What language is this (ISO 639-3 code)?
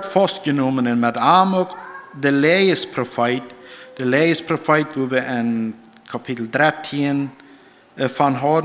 pdt